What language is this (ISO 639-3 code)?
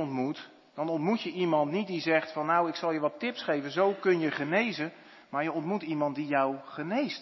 nld